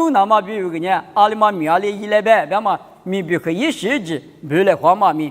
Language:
Lisu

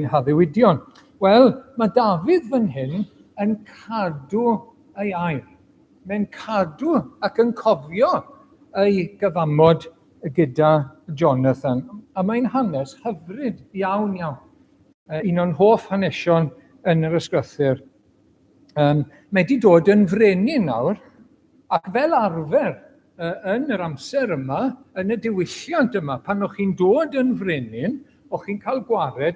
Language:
Welsh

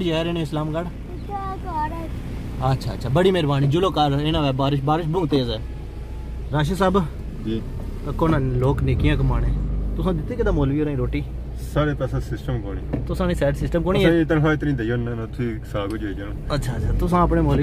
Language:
Pahari-Potwari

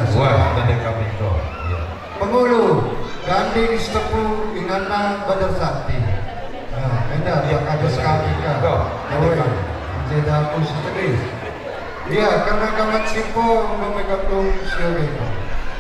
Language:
Batak Karo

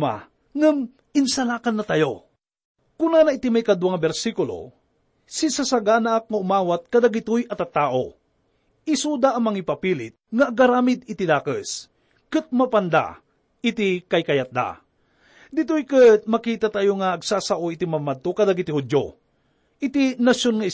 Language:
Iloko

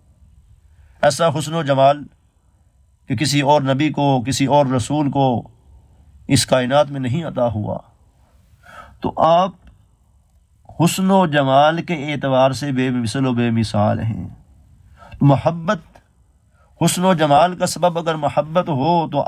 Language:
Urdu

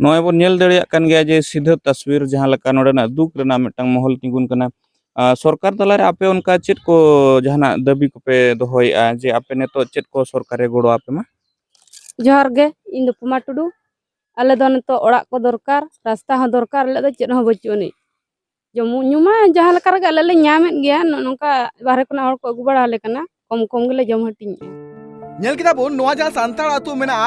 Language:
Santali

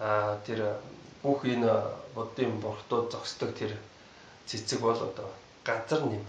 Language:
Mongolian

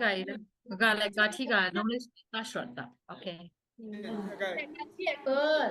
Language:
Kachin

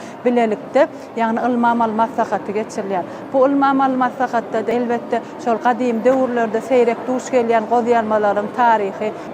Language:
Turkmen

